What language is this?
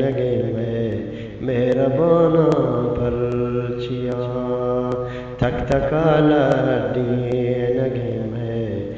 Eastern Balochi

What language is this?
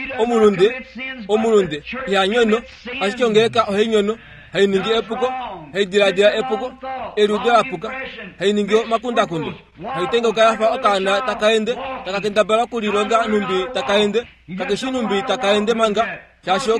Kuanyama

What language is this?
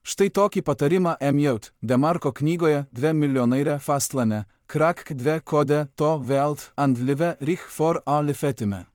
Lithuanian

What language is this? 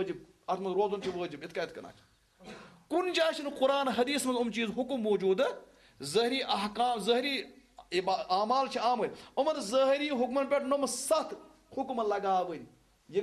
Kashmiri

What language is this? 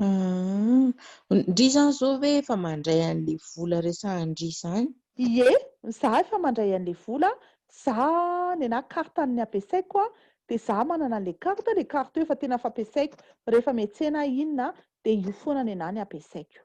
Malagasy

